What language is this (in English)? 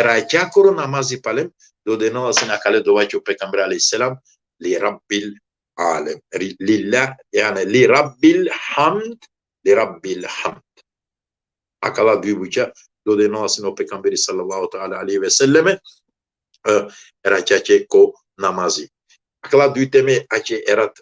Balkan Romani